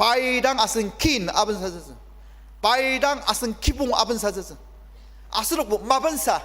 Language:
Ao Naga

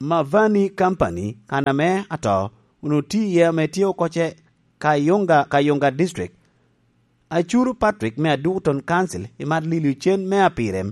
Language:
Lango (Uganda)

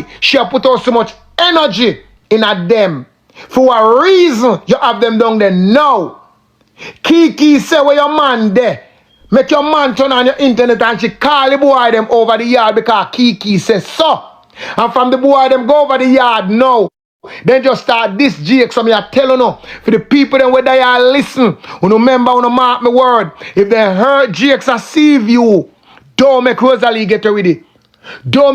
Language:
Jamaican Creole English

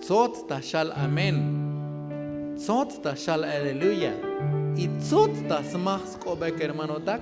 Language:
Tzotzil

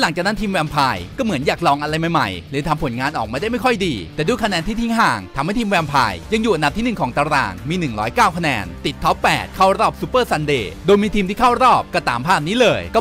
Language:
Thai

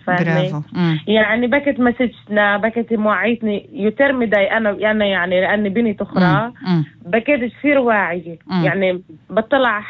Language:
North Levantine Arabic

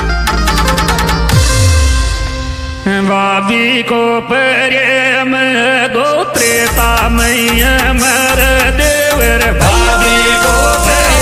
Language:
Bhojpuri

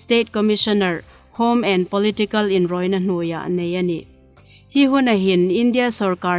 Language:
Hmar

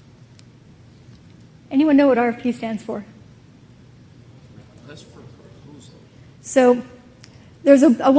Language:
English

